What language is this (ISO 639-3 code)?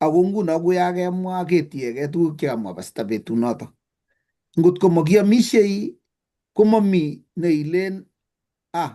kln